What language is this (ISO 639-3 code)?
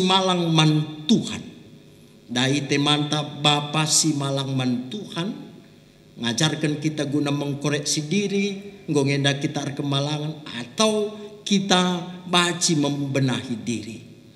btx